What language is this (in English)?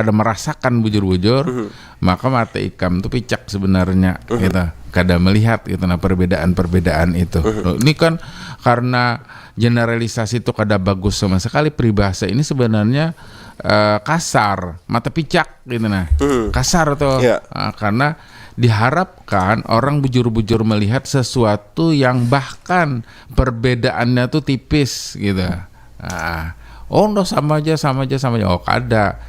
Banjar